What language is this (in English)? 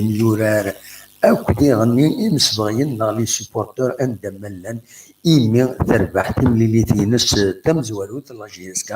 Kabyle